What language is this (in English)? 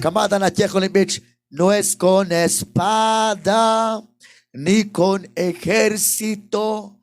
Kekchí